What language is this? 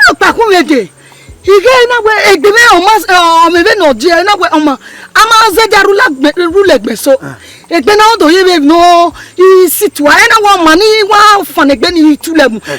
Bini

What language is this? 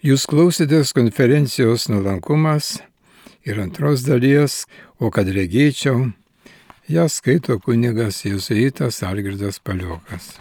Lithuanian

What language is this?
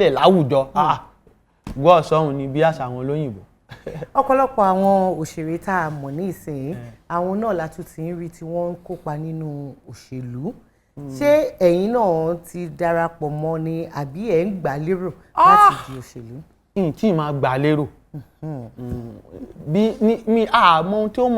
Yoruba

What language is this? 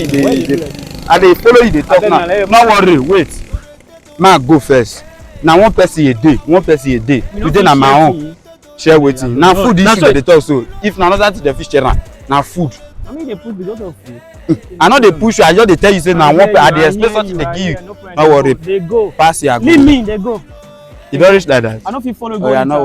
Nigerian Pidgin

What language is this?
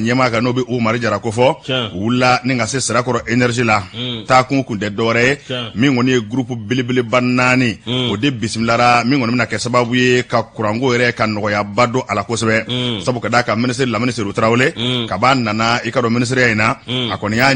Bambara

